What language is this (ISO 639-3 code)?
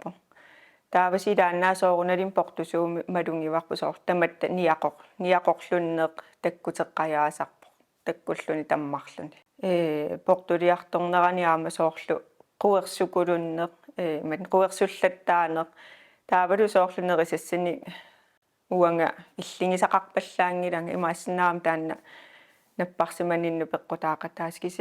kal